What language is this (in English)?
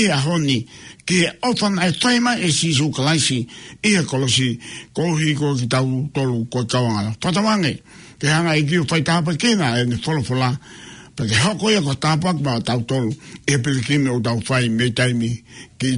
Tongan